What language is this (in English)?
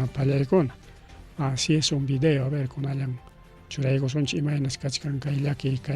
Ayacucho Quechua